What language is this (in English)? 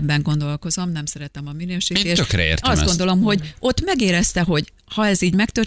Hungarian